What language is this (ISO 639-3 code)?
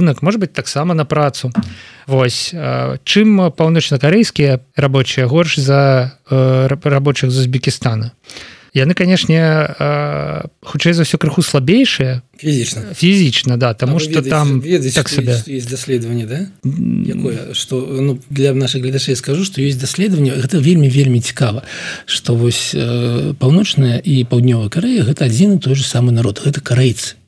bel